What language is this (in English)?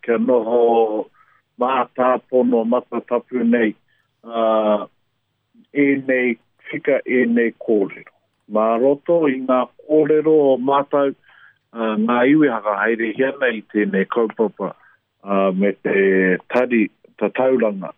Māori